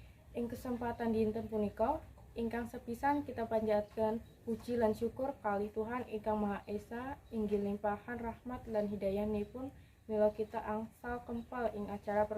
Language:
Javanese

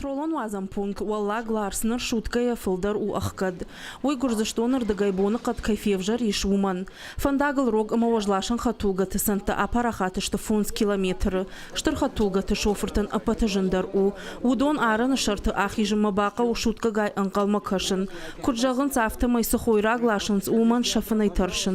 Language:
Ossetic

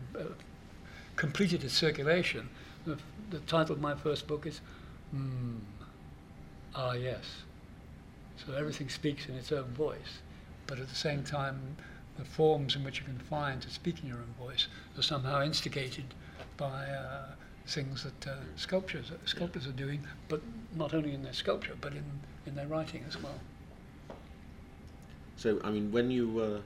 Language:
English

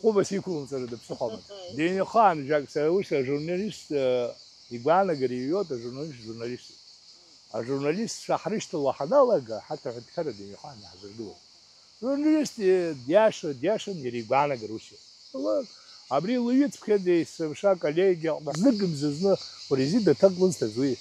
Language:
Abkhazian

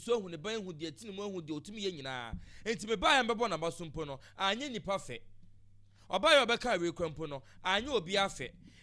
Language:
Akan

